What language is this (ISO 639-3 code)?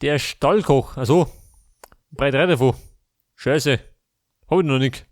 bar